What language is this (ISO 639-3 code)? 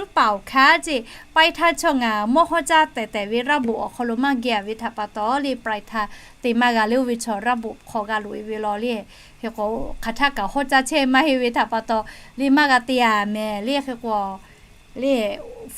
lhu